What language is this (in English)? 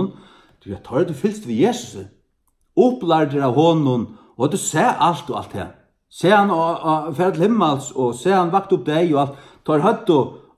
Faroese